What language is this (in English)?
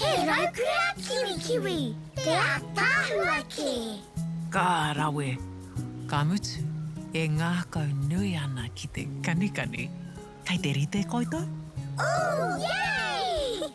Māori